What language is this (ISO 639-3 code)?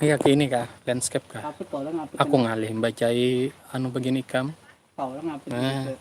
bjn